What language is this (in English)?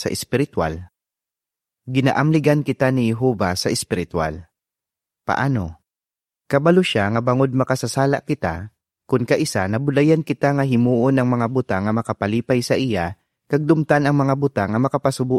Hiligaynon